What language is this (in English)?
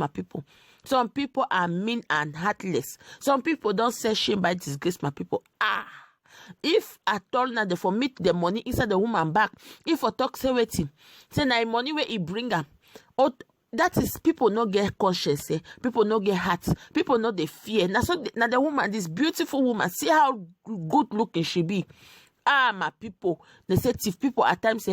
Nigerian Pidgin